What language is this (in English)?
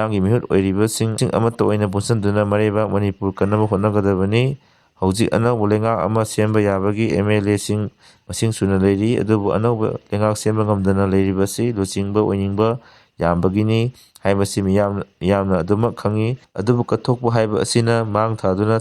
Manipuri